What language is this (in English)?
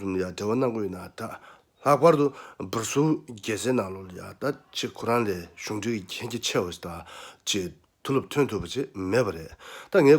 Tibetan